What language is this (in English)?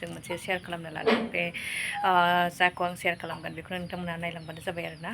Bodo